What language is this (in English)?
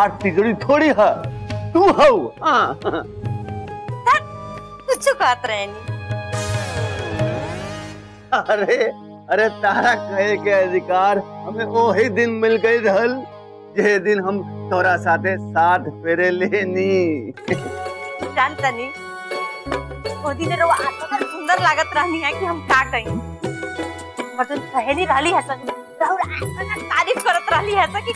Bhojpuri